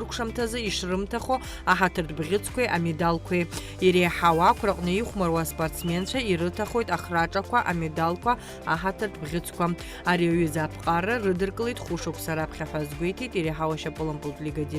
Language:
Abkhazian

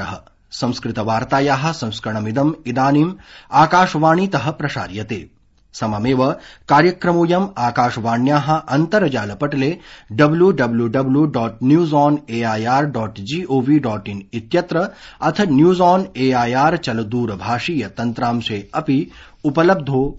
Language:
Sanskrit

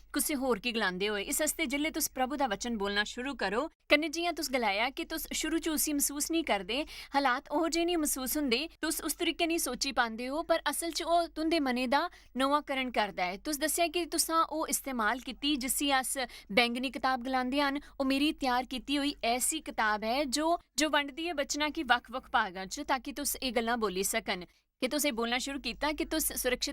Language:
Dogri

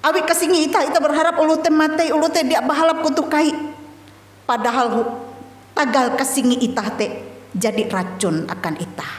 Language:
Ngaju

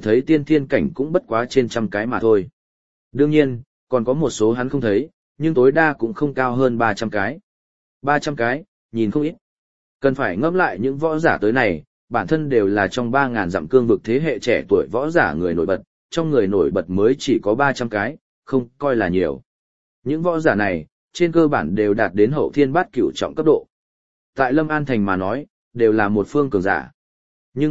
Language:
Vietnamese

